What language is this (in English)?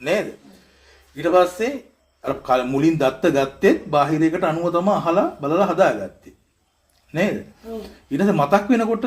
Sinhala